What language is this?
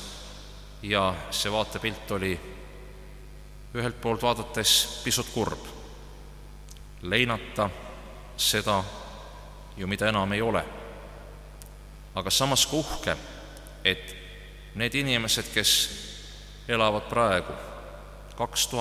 Estonian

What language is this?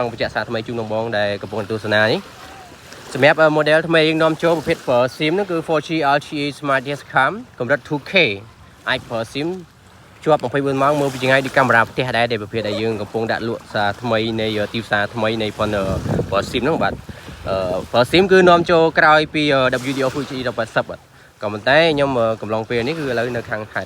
Khmer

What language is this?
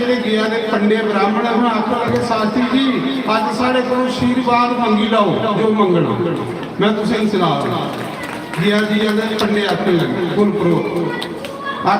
Dogri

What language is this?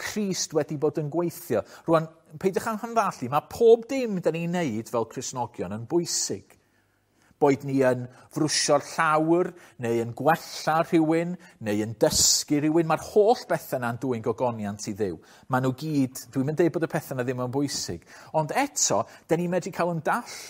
Welsh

